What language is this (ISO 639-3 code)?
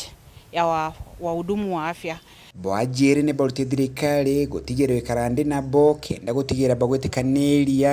mer